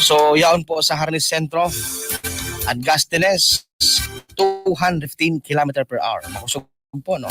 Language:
Bikol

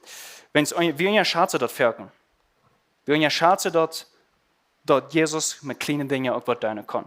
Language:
Plautdietsch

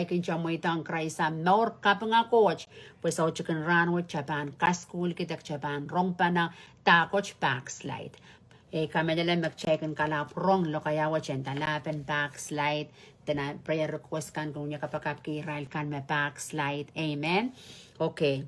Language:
Pohnpeian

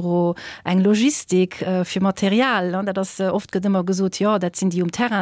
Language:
Luxembourgish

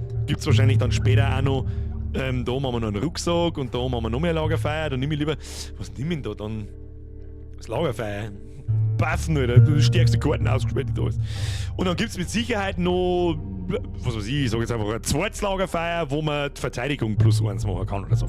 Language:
Bavarian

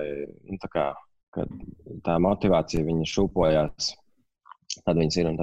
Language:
Latvian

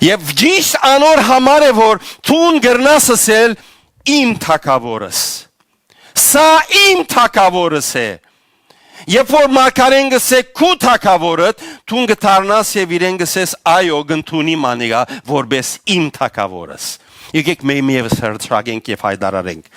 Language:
Western Armenian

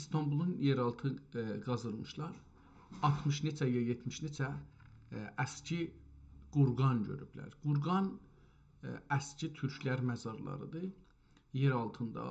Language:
South Azerbaijani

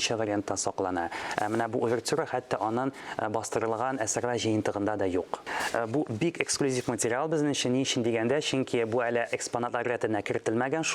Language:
Tatar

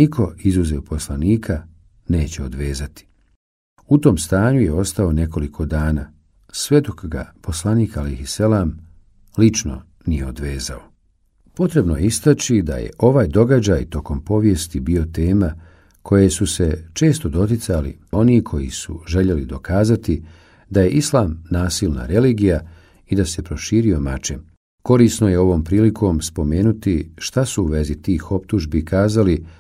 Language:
Bosnian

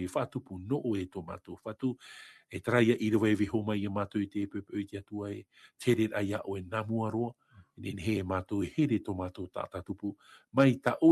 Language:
Tahitian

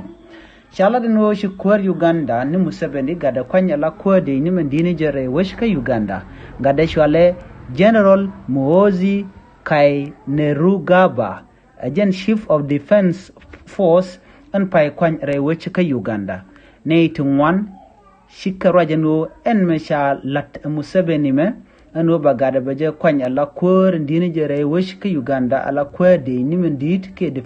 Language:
Nuer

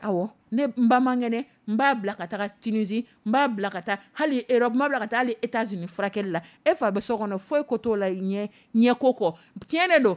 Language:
Dyula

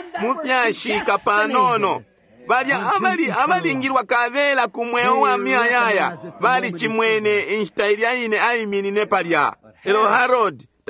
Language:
Bemba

